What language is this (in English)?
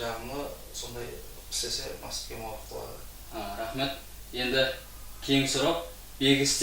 Kara-Kalpak